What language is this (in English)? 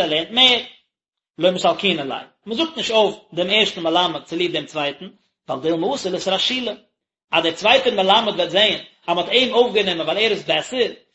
Yiddish